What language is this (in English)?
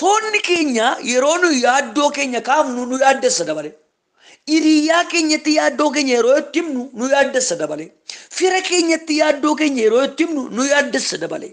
Oromo